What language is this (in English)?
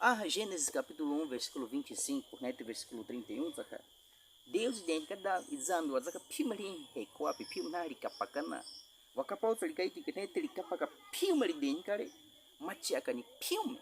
Baniwa